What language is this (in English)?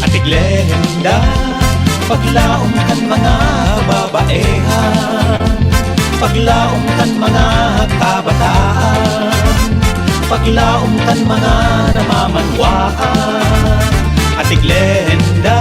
Bikol